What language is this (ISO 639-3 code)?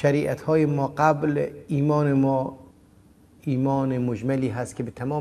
fas